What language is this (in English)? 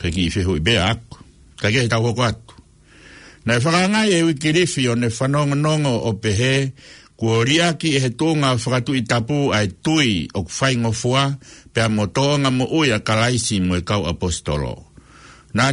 Tongan